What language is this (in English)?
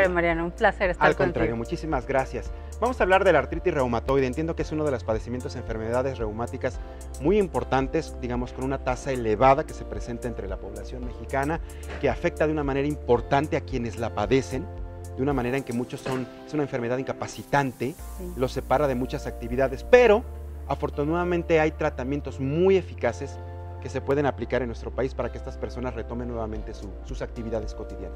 Spanish